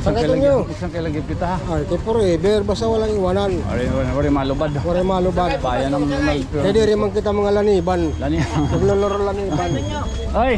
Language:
Waray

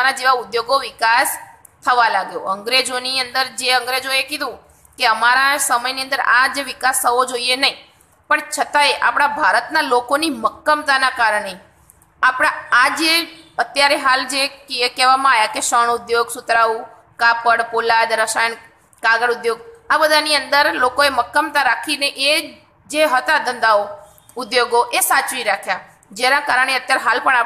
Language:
Gujarati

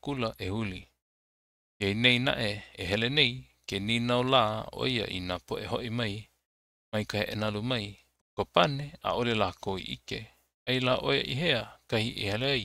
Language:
Hawaiian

